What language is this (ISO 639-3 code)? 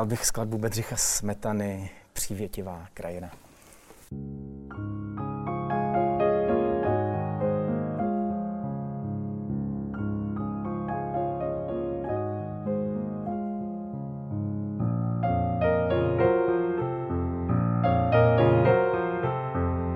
ces